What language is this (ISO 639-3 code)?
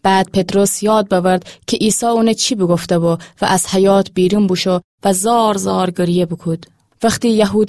glk